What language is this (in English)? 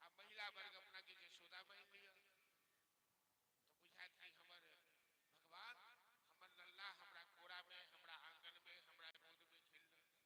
Maithili